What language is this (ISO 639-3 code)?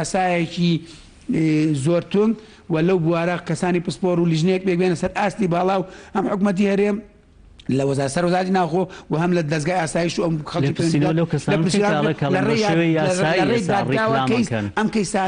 ckb